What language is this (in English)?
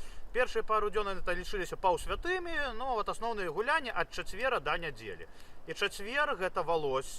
Belarusian